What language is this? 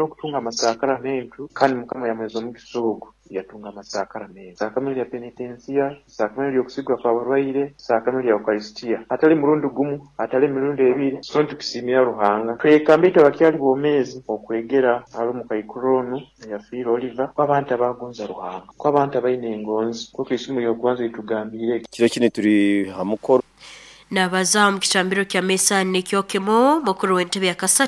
Nyankole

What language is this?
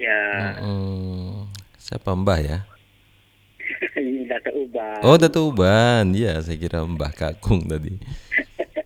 Indonesian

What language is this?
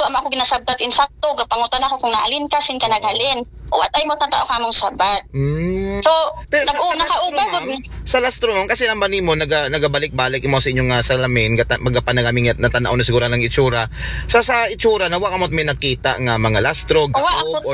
Aklanon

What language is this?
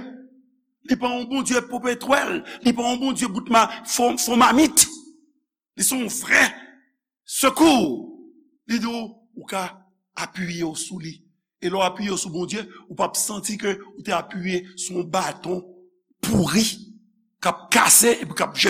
Haitian Creole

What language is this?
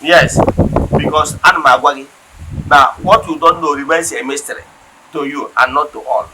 Igbo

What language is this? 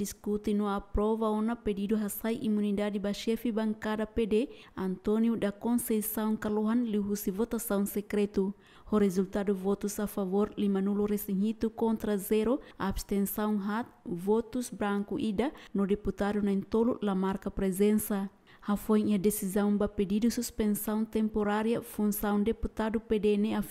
Tetum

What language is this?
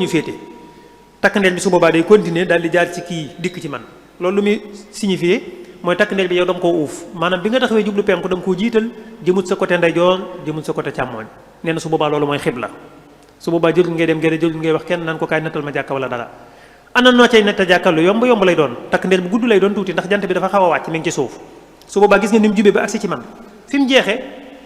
Wolof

